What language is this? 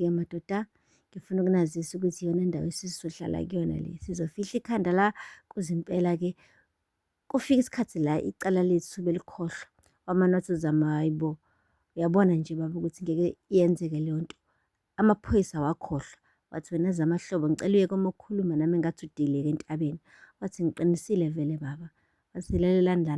Zulu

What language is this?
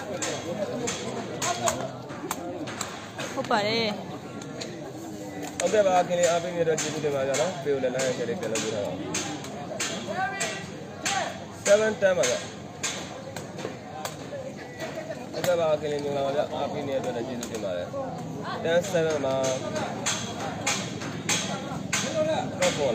Burmese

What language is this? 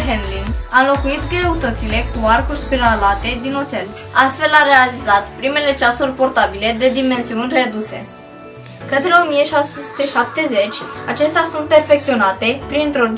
Romanian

